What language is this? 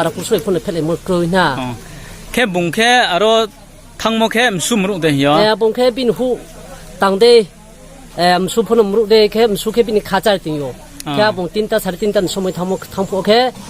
Riang (India)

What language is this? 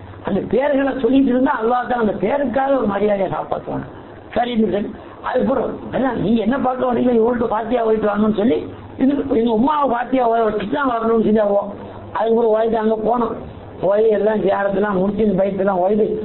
Tamil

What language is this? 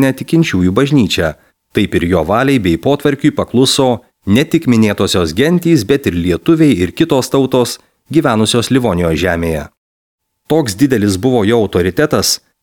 Lithuanian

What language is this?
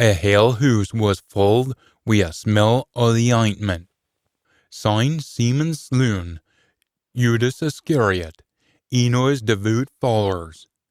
Scots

